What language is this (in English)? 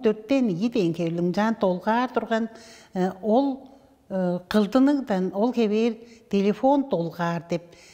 Tuvinian